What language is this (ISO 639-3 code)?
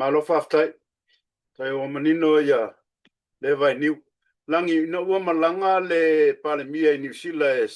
smo